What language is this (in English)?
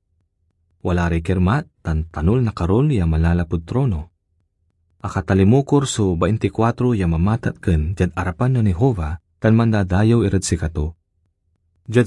Pangasinan